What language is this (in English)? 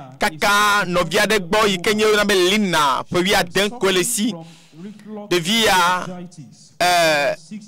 Ewe